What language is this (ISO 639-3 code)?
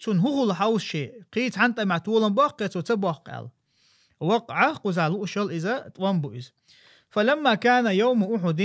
che